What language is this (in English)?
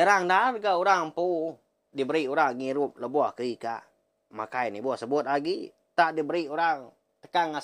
Iban